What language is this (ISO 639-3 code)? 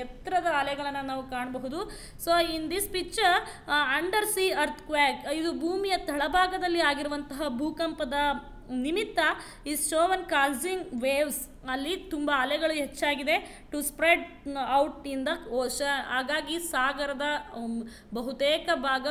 kan